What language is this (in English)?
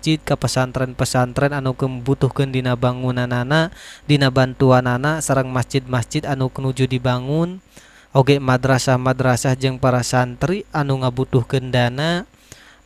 Sundanese